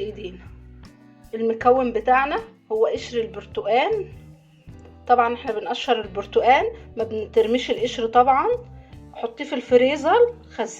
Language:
Egyptian Arabic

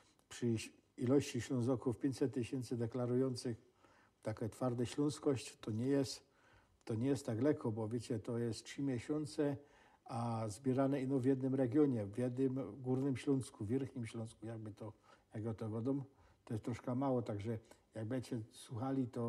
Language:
Silesian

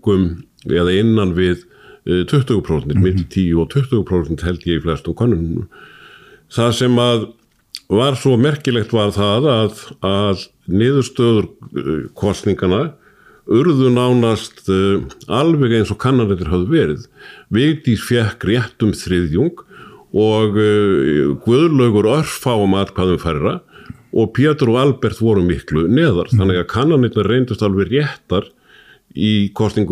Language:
Icelandic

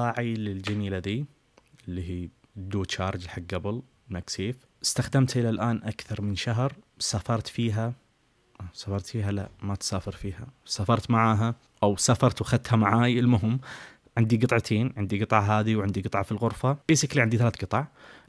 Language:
Najdi Arabic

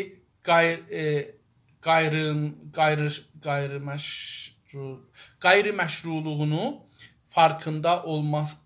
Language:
South Azerbaijani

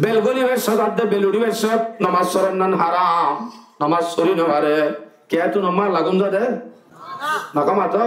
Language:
Rohingya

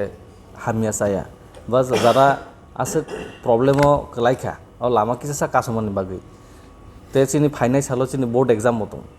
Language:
Kok Borok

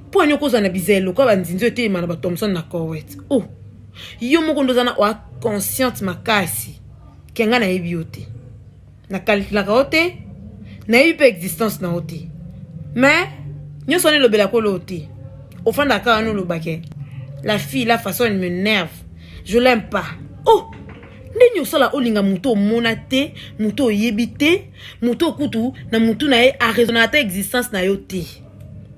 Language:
Lingala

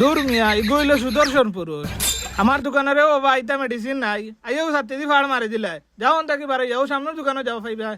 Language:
Sylheti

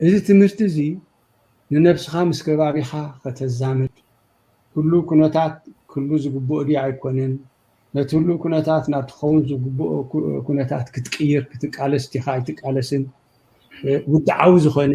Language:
Tigrinya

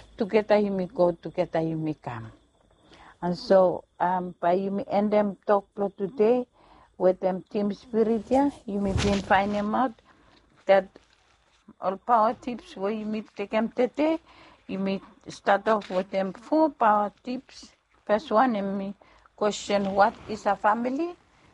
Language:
Bislama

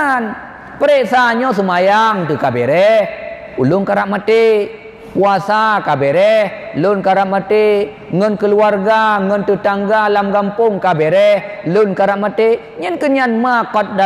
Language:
Achinese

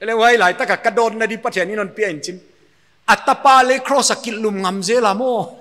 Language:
Paite Chin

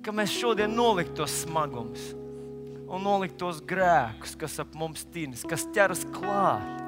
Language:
Latvian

